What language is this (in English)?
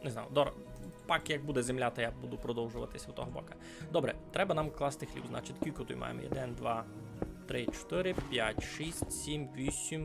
Rusyn